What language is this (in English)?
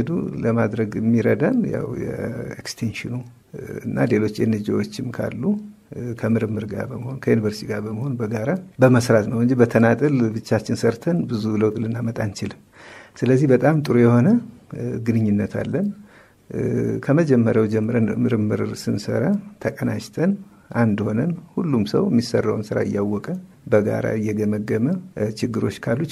Amharic